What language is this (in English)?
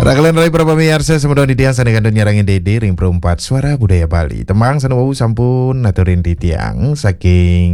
Balinese